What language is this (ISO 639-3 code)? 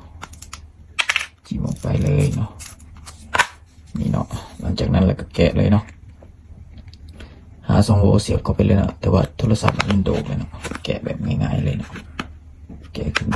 lao